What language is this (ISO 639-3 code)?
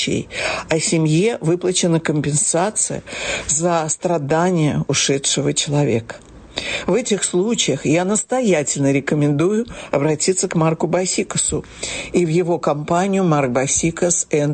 rus